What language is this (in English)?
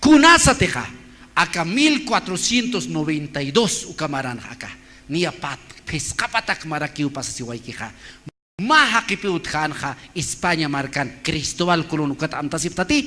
Aymara